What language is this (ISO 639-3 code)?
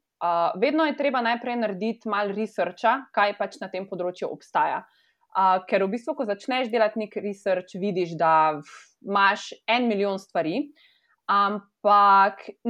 slv